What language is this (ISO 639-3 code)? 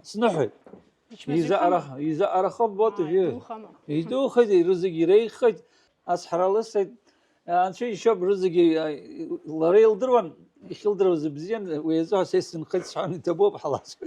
abk